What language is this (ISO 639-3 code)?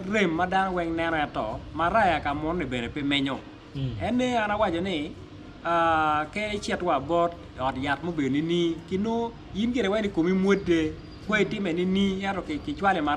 ach